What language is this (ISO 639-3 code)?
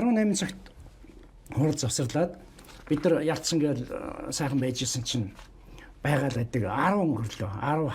mon